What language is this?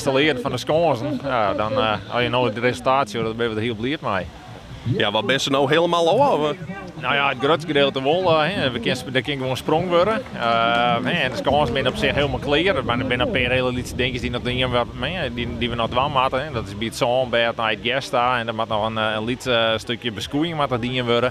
Western Frisian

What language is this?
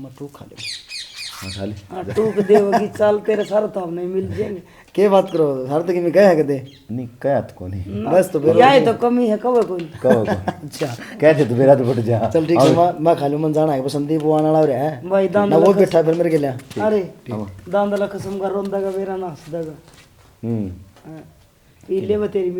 Haryanvi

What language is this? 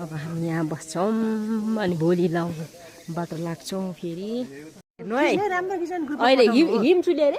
Nepali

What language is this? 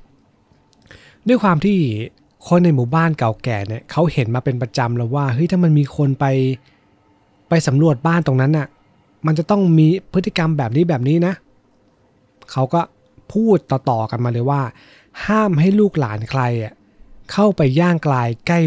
Thai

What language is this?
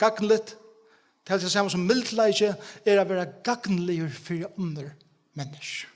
Faroese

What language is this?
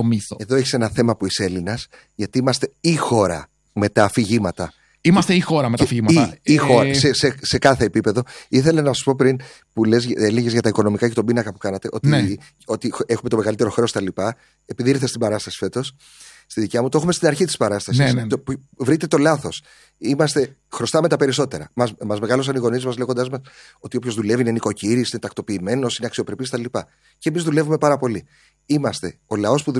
Greek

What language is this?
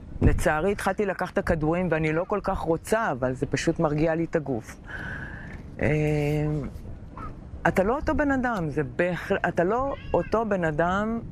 Hebrew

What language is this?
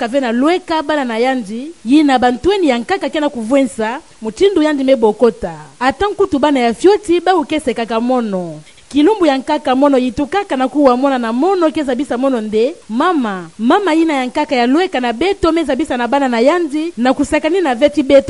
Kituba (Democratic Republic of Congo)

